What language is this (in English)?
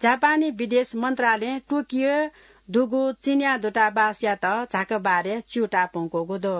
Newari